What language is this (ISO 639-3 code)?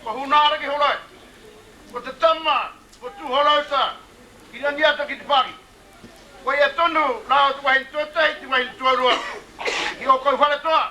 mri